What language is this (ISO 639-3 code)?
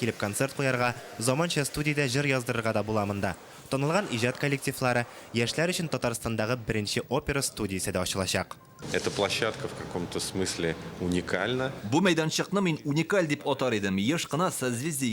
tat